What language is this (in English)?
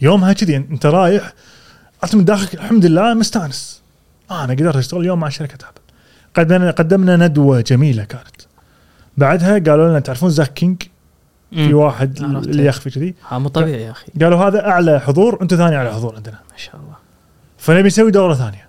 Gulf Arabic